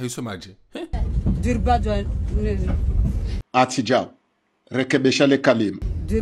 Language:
Ngazidja Comorian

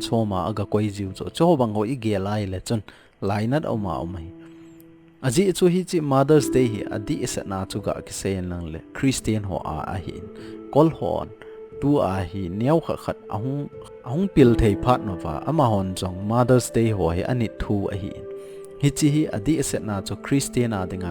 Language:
Thado Chin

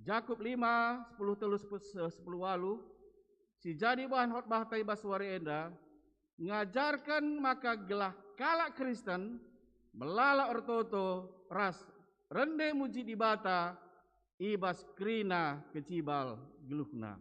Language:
Batak Karo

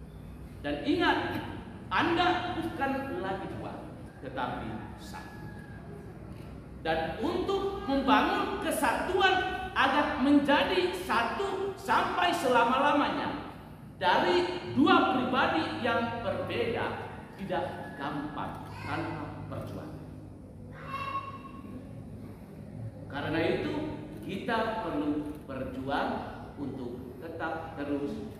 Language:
Indonesian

